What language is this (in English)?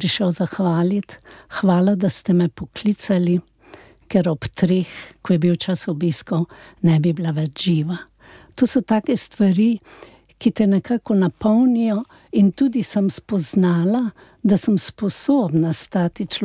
Slovenian